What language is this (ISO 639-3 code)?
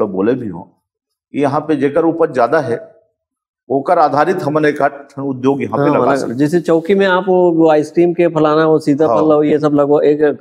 hne